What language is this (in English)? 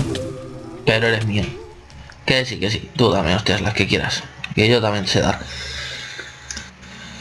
Spanish